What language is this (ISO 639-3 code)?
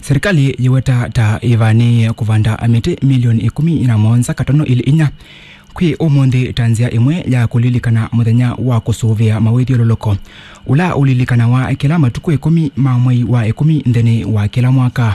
kam